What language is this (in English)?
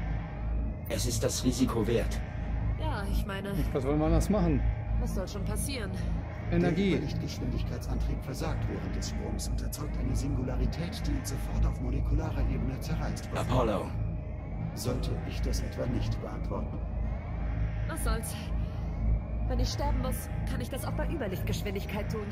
German